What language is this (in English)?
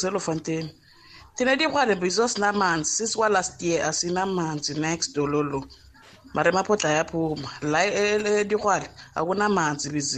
South Ndebele